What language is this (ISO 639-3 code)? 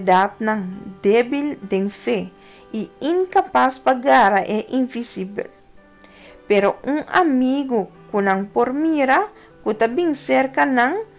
pap